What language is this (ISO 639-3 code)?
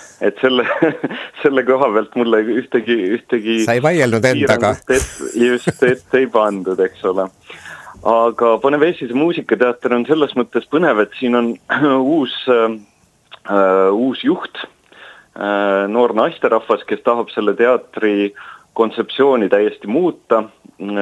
est